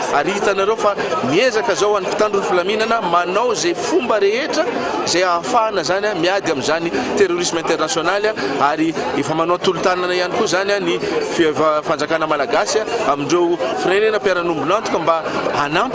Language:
Malagasy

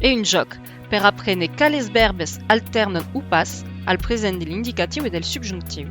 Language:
Occitan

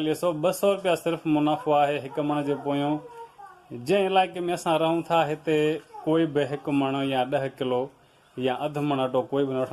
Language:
Sindhi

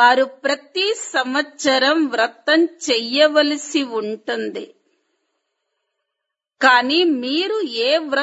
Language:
Telugu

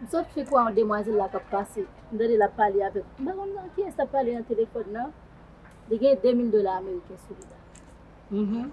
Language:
Haitian Creole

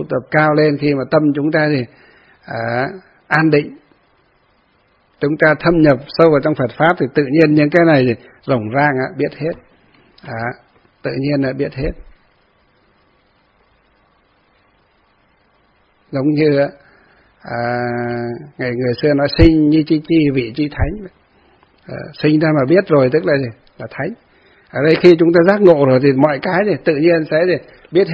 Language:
Vietnamese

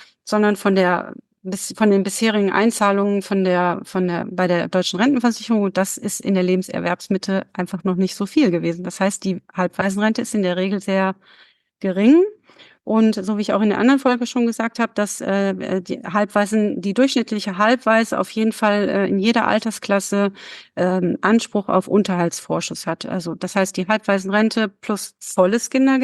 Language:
German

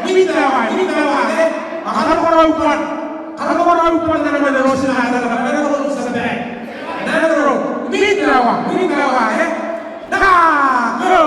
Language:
Gilbertese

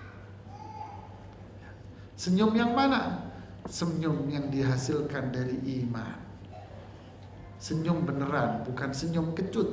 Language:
Indonesian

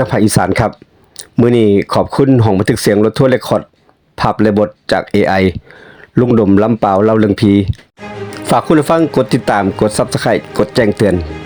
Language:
Northeastern Thai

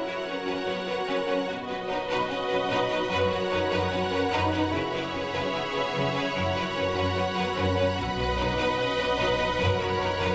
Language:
Filipino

